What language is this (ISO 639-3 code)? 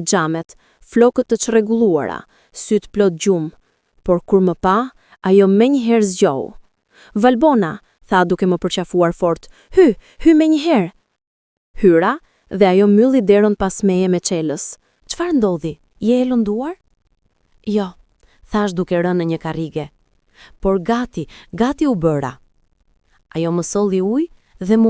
sqi